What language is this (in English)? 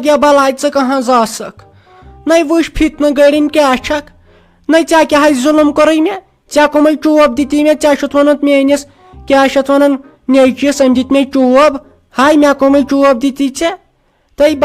Kashmiri